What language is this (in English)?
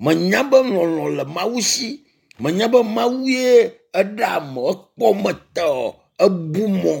Ewe